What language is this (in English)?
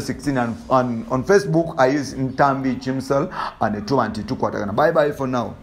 Ganda